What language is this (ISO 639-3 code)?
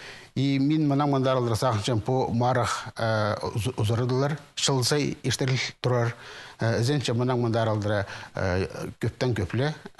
kjh